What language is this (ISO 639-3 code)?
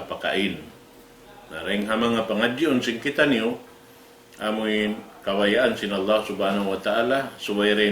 tsg